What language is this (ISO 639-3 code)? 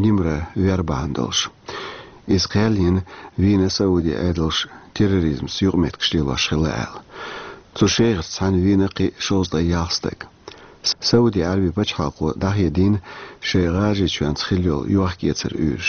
che